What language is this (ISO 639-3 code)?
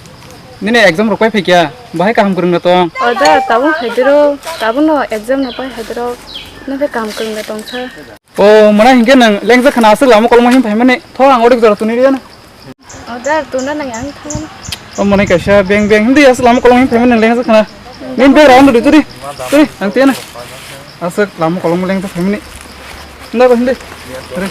trp